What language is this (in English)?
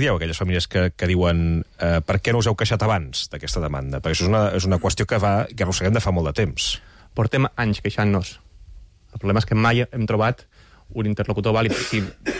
Catalan